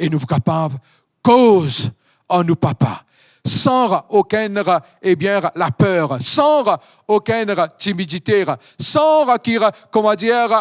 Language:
Morisyen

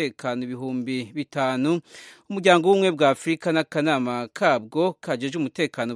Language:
Kinyarwanda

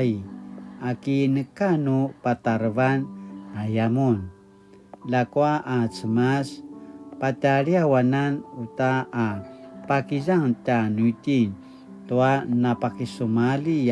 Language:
Paiwan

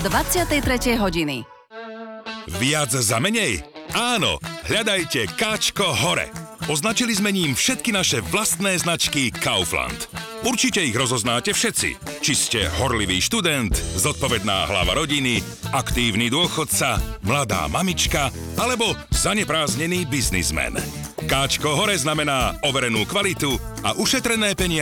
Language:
Slovak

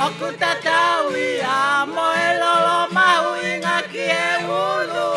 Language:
Tongan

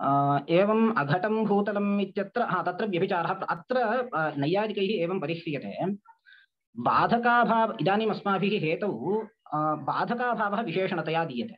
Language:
Sanskrit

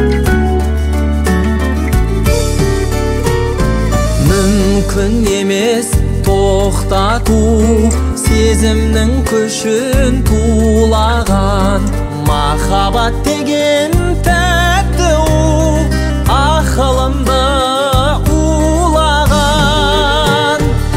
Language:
Kazakh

